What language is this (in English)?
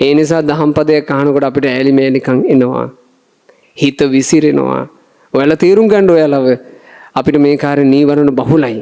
Sinhala